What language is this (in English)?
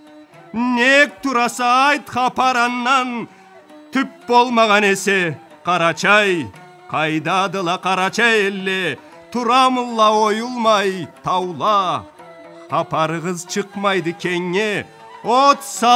Karachay-Balkar